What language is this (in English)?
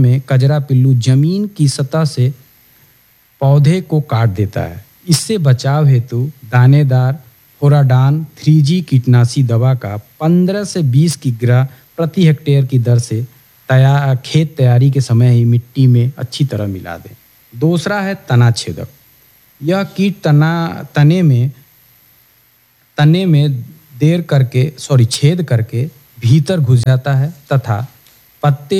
Hindi